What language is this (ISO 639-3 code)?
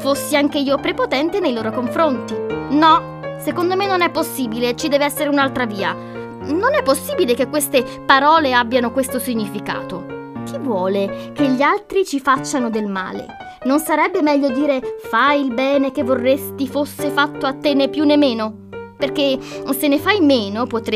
ita